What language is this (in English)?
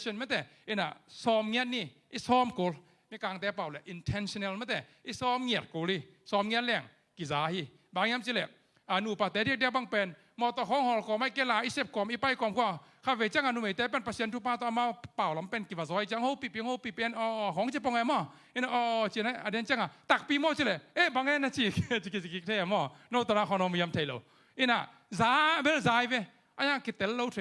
Tedim Chin